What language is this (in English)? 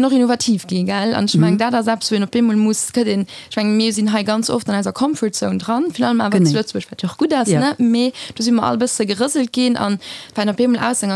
Luxembourgish